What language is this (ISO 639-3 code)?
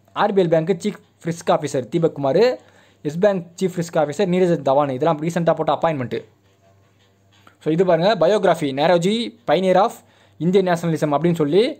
tam